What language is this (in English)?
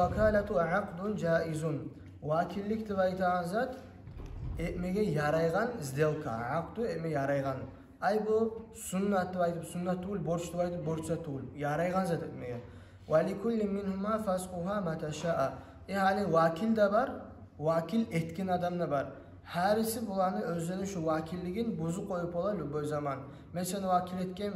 Kumyk